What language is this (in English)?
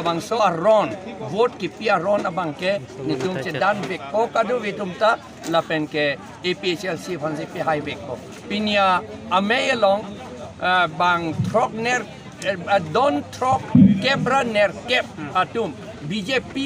Karbi